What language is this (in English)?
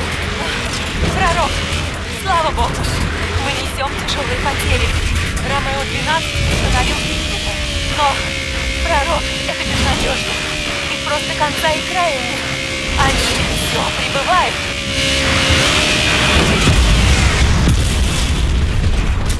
Russian